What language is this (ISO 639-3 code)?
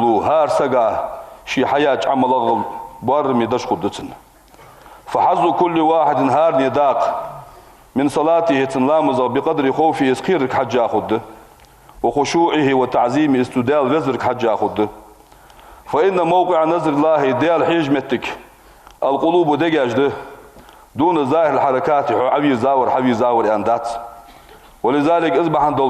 inh